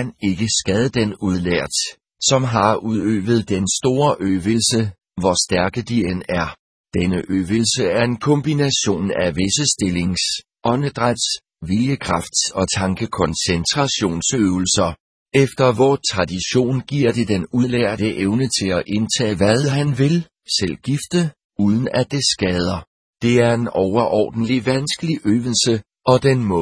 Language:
Danish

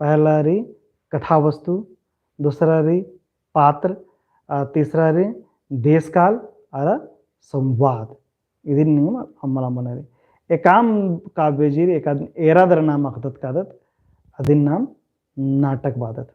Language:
Kurukh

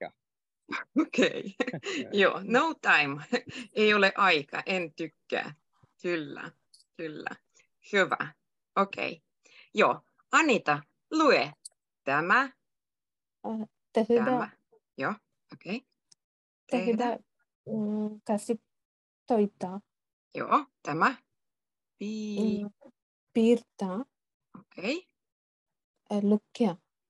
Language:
Finnish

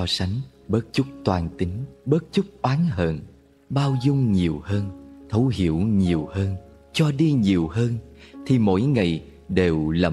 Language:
Vietnamese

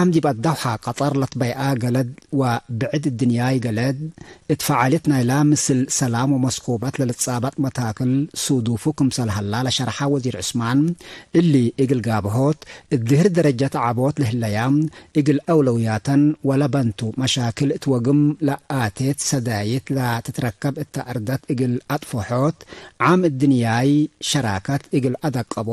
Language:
Tigre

